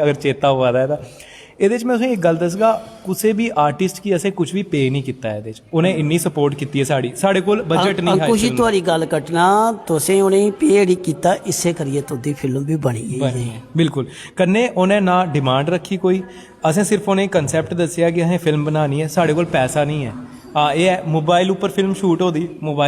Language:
Dogri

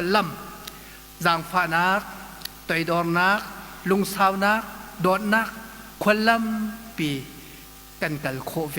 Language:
Hakha Chin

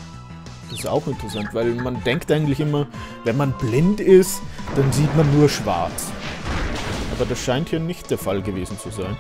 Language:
German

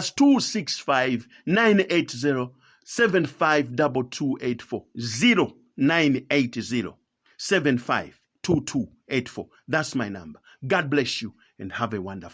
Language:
Nyanja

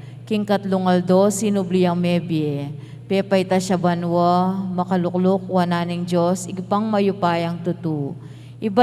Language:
Pampanga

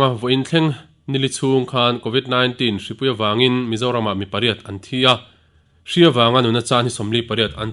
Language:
Mizo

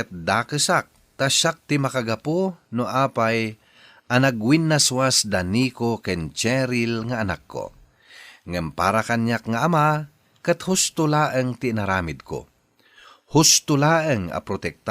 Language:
Iloko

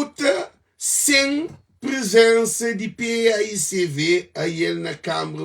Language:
Kabuverdianu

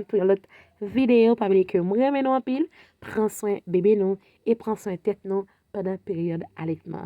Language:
Haitian Creole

